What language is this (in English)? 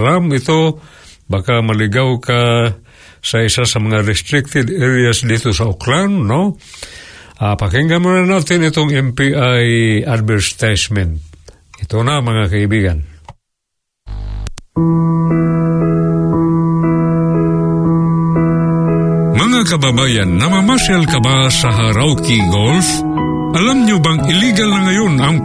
Filipino